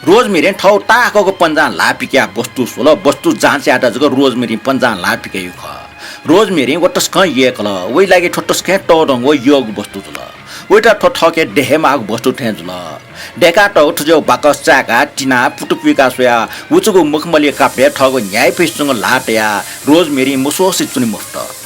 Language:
Newari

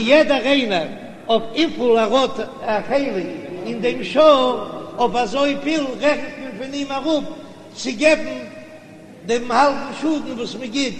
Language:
Yiddish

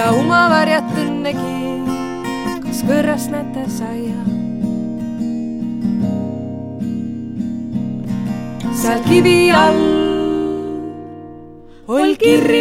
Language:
Estonian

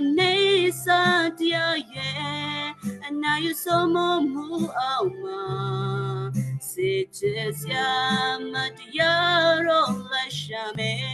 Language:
Western Kayah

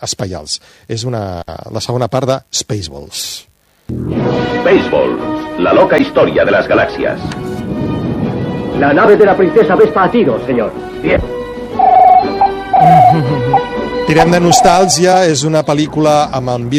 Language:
Catalan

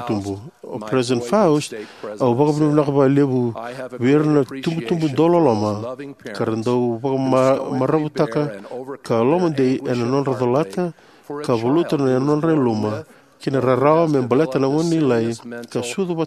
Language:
Fijian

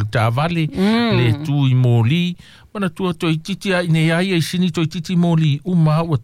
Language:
Samoan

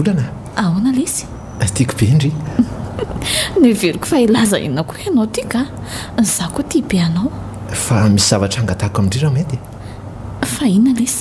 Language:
Malagasy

